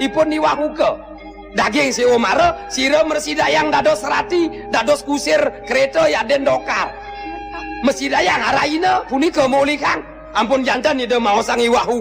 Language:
Balinese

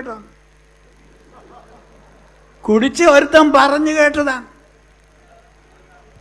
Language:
Malayalam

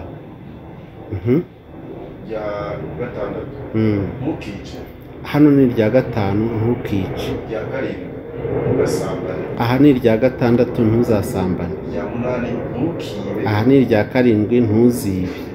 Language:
Kinyarwanda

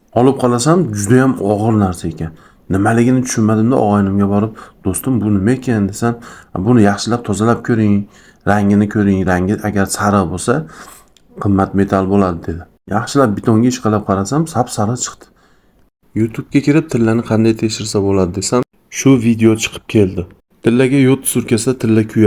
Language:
Uzbek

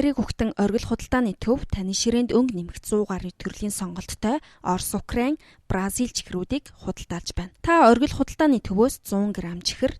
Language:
Mongolian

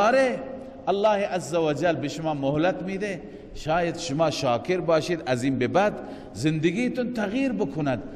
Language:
Persian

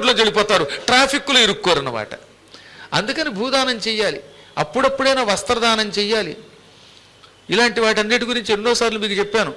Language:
Telugu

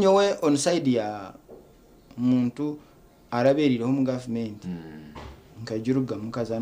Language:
Nyankole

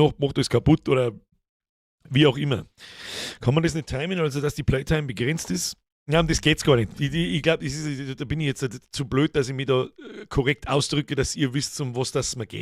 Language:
Bavarian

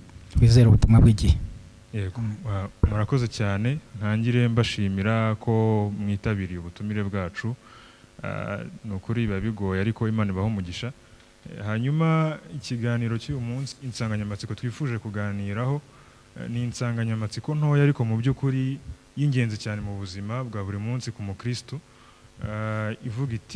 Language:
Kinyarwanda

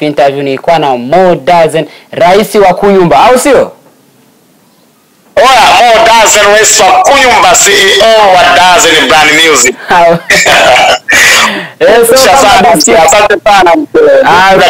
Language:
Swahili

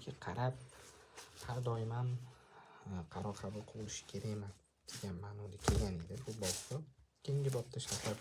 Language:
Uzbek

